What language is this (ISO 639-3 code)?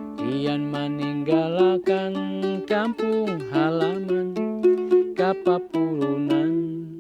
bjn